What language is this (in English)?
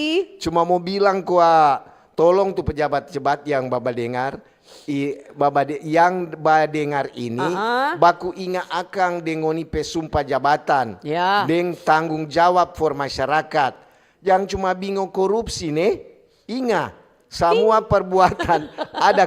Manado Malay